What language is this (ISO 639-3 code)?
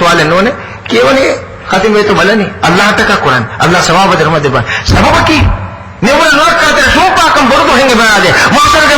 div